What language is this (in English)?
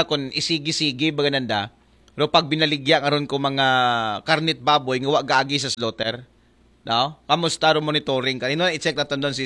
Aklanon